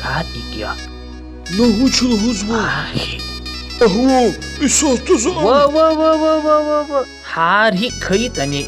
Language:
Lezghian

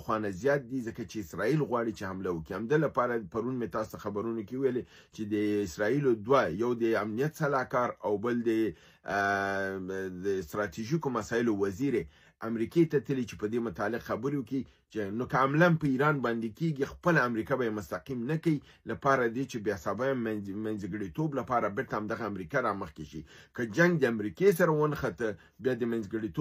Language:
Pashto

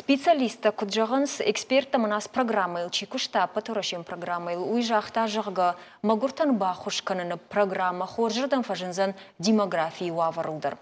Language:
Ossetic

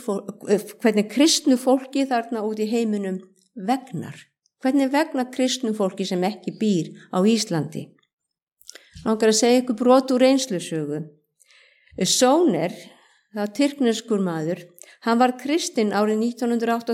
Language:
Icelandic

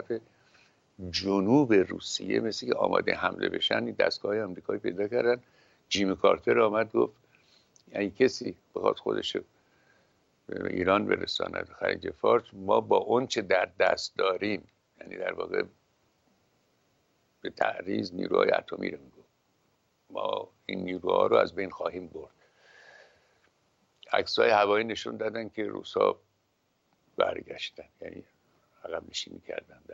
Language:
Persian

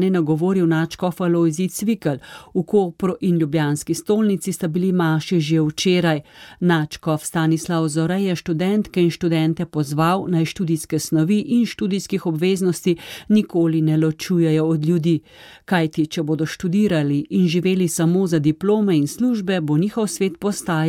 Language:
Slovenian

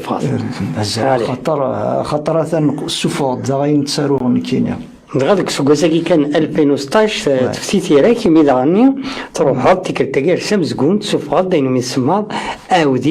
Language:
Kabyle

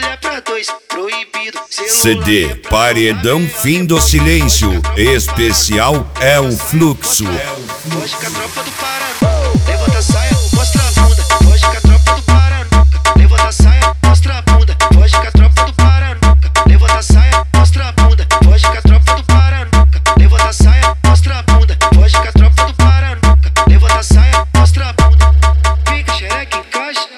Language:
Portuguese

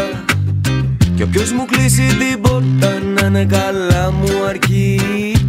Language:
Greek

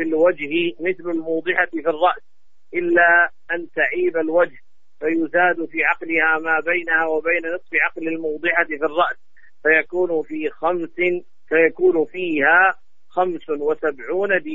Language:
Arabic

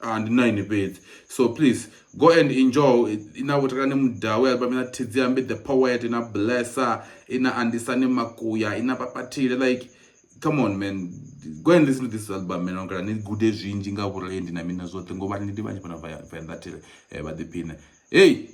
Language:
Venda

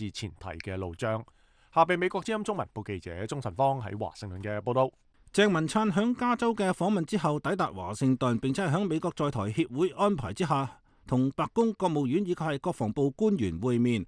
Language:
Cantonese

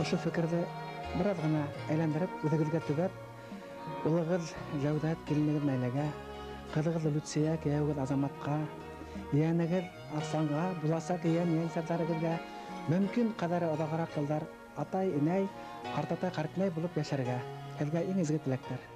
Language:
Bashkir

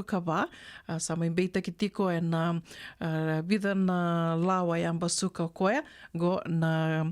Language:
Fijian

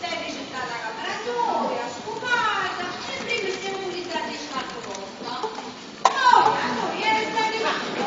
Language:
Neapolitan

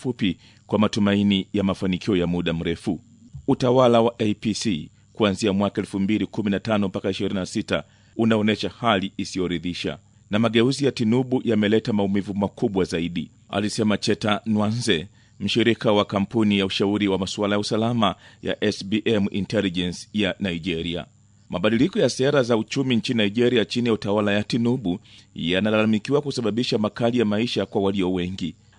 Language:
Swahili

